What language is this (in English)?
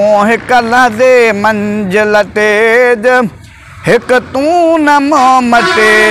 Sindhi